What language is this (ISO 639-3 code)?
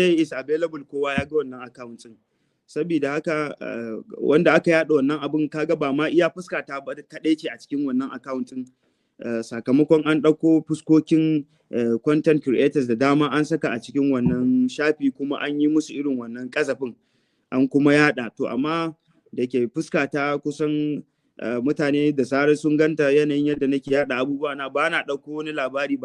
hau